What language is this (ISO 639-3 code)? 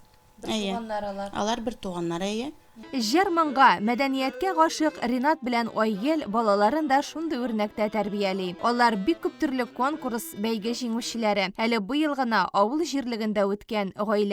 tat